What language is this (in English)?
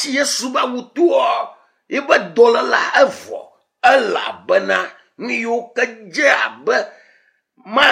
Ewe